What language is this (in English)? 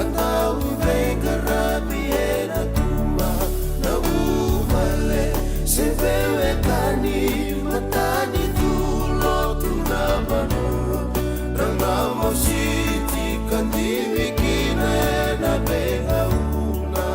Fijian